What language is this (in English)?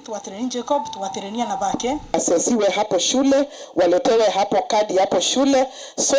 Meru